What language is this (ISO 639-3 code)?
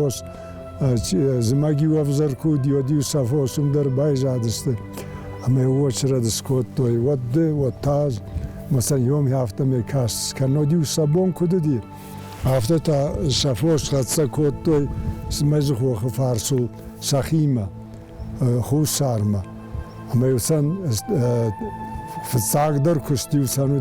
oss